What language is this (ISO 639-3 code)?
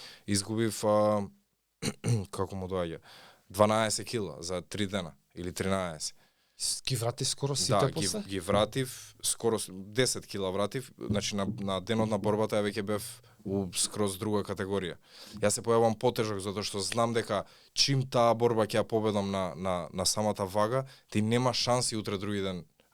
mkd